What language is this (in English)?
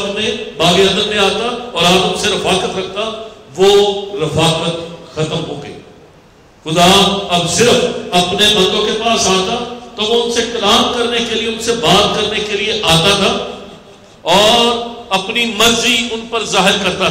Urdu